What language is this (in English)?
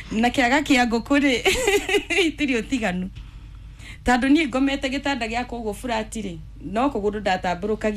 Kikuyu